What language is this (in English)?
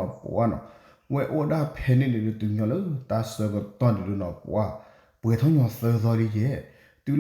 S'gaw Karen